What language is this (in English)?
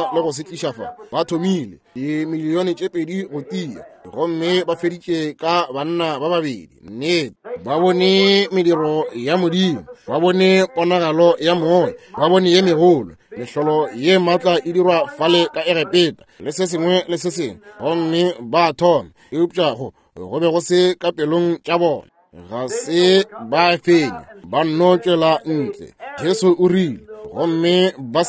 Northern Sotho